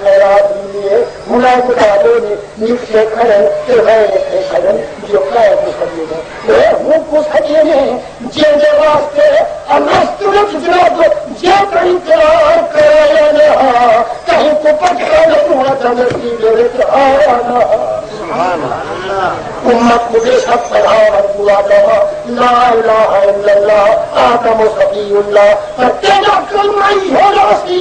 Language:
Saraiki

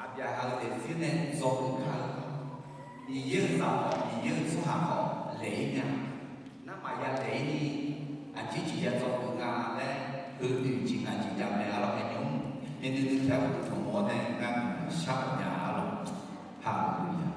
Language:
Akha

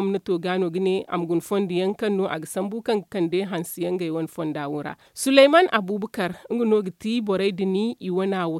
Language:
Zarma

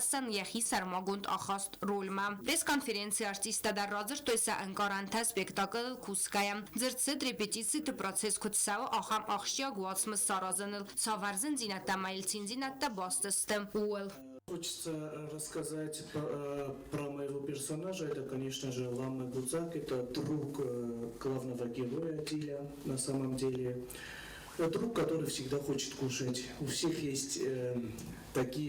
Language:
Ossetic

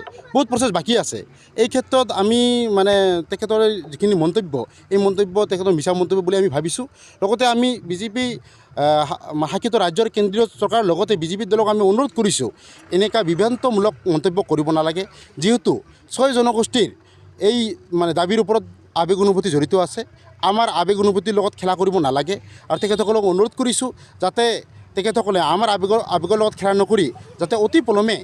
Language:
Assamese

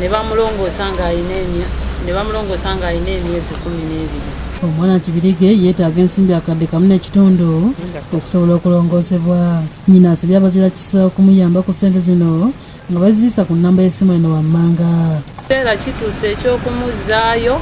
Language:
Ganda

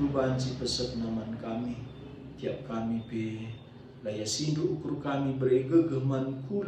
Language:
Batak Karo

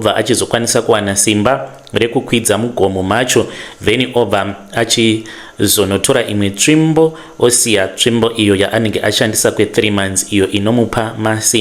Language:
Shona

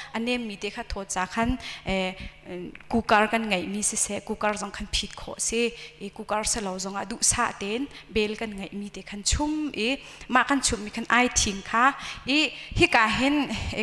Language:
Hakha Chin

